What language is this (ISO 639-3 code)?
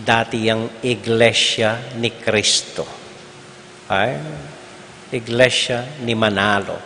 pam